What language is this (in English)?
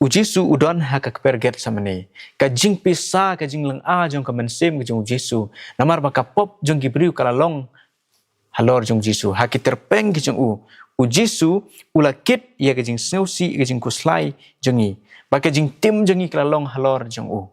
Khasi